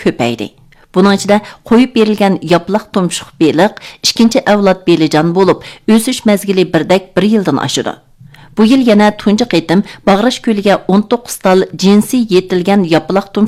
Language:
Uyghur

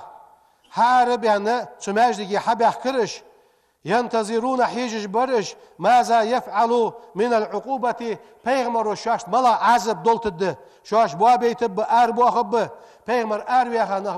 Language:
Ingush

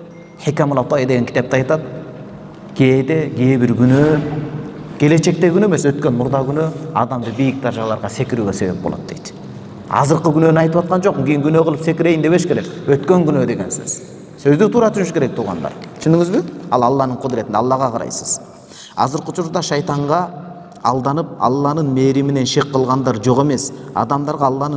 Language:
Kyrgyz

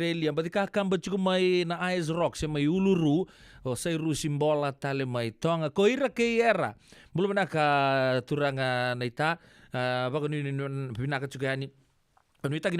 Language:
Fijian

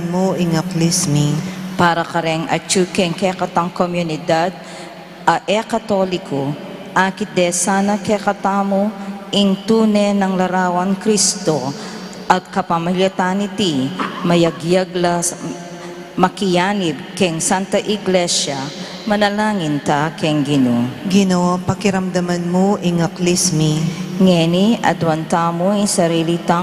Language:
Pampanga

